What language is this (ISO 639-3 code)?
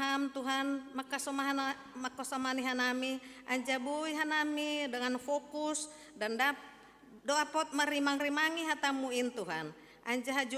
bts